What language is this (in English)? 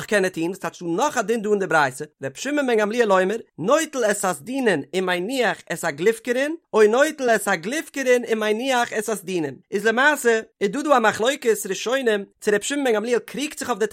Yiddish